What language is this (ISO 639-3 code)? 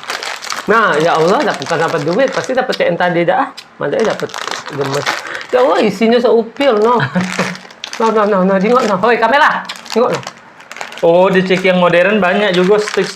mui